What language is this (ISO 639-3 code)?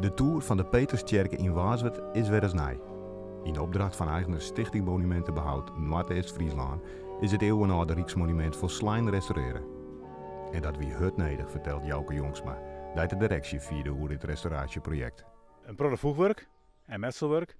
fry